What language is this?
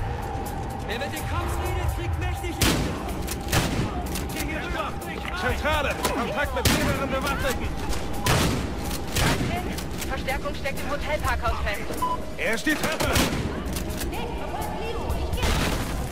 German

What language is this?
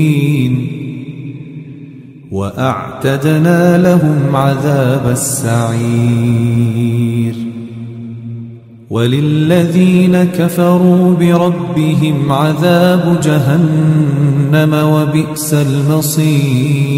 Arabic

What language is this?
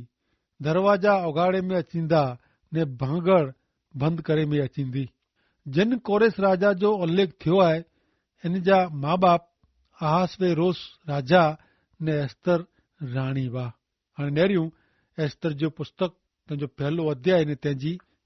Kachhi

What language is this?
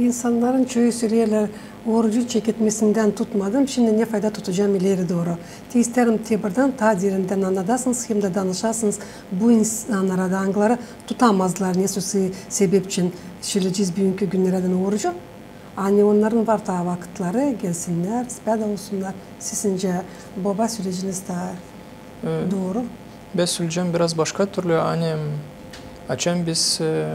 Gagauz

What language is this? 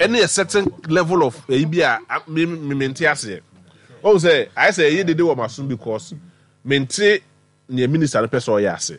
Akan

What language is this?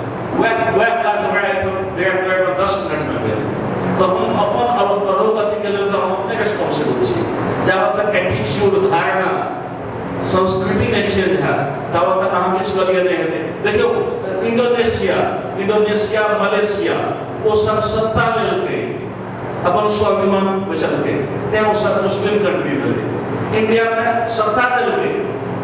Maithili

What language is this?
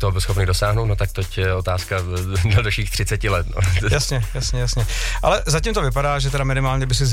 Czech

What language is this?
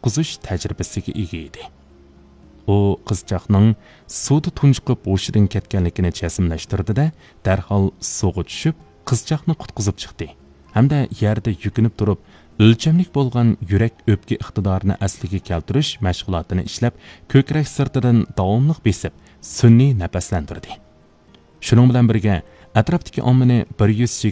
Uyghur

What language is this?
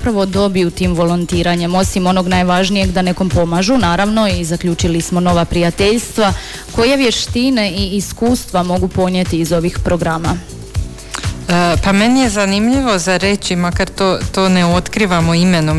Croatian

